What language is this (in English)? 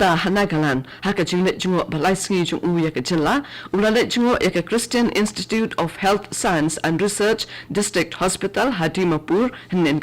Khasi